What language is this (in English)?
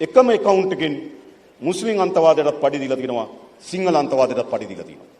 Sinhala